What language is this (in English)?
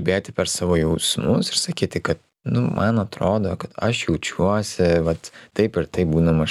Lithuanian